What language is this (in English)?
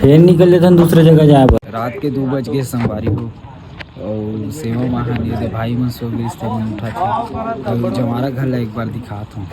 Chhattisgarhi